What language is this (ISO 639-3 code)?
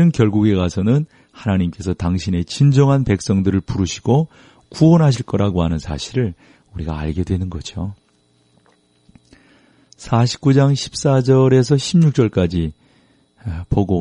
kor